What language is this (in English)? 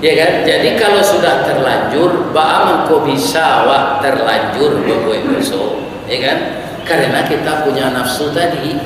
Minangkabau